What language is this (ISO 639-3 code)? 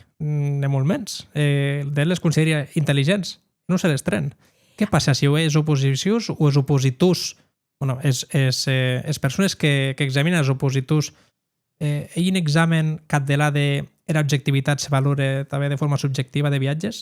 oci